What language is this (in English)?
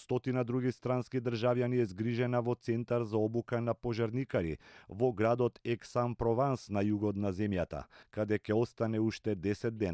Macedonian